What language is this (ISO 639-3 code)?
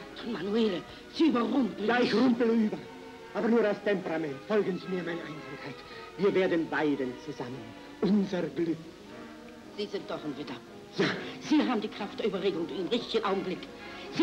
deu